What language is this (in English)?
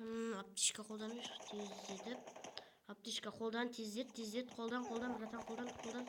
Kazakh